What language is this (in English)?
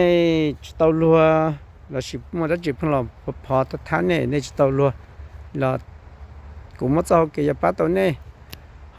Hmong